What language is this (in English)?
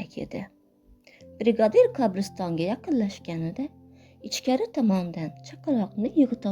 Uzbek